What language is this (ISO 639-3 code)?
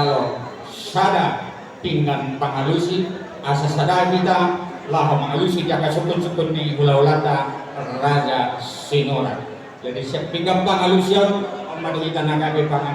bbc